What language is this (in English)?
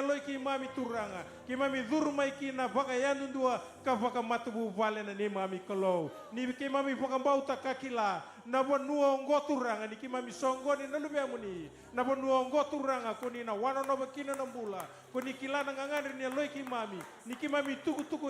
Fijian